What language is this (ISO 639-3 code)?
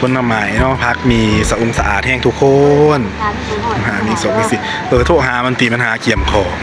tts